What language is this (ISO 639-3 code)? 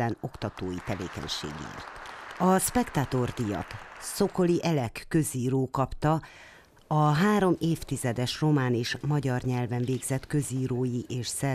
hun